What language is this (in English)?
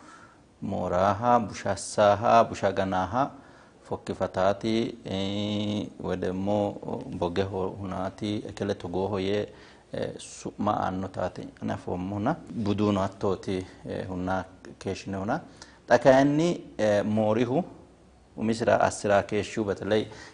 Sidamo